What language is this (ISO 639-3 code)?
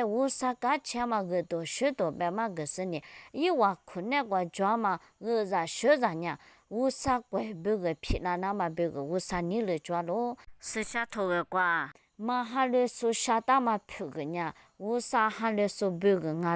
lis